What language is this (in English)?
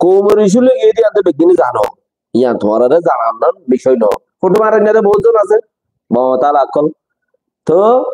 Rohingya